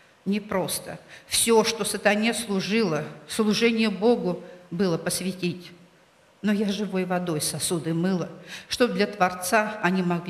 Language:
Russian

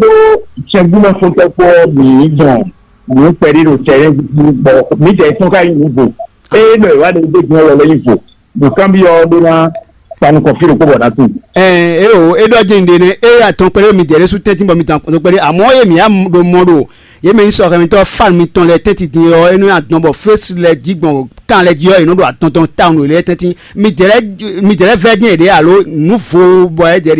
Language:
Fon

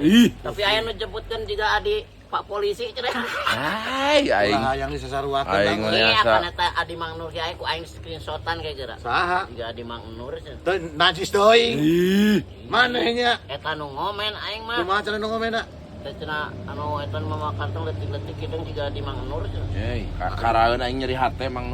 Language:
Sundanese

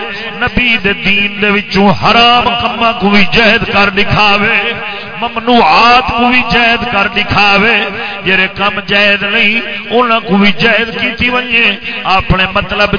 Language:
Saraiki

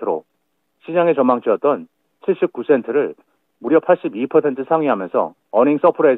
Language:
Korean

